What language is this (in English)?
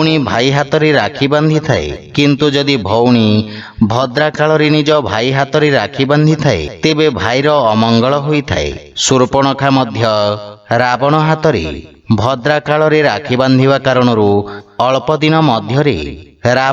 Odia